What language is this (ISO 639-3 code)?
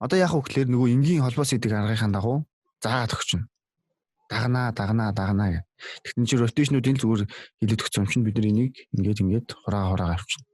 mon